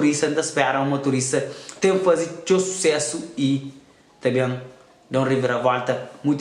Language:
Kabuverdianu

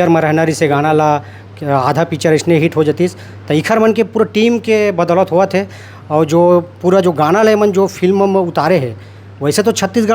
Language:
Chhattisgarhi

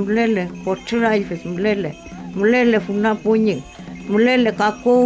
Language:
Mapuche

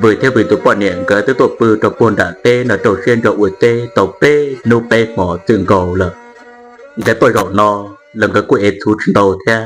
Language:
Hmong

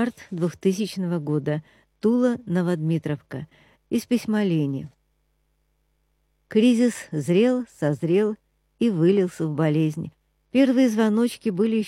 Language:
Russian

